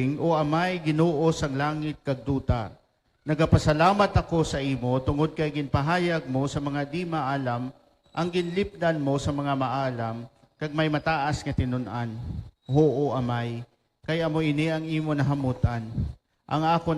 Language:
Hiligaynon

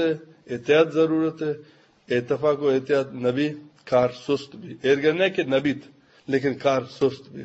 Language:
Eastern Balochi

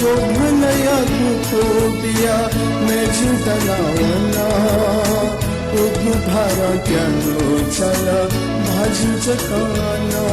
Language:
Newari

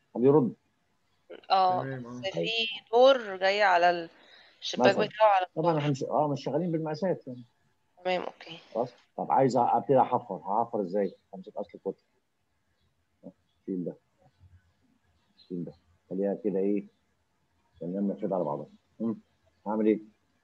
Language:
Egyptian Arabic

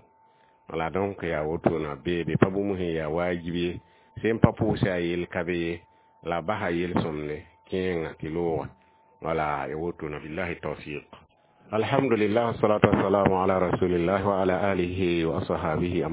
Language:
Mossi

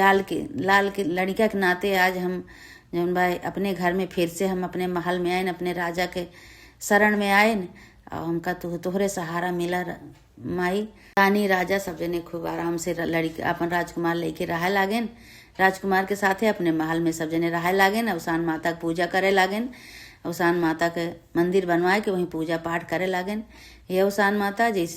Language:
Awadhi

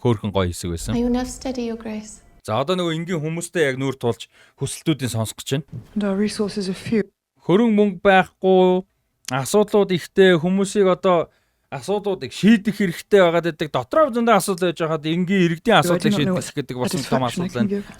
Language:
Mongolian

